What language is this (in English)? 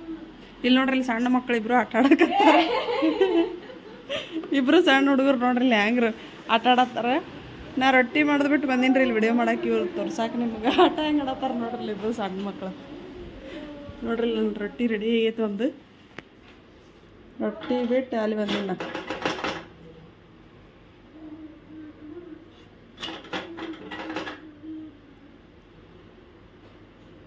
Kannada